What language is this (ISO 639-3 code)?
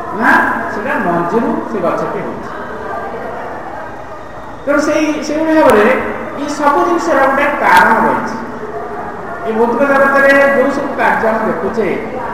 ori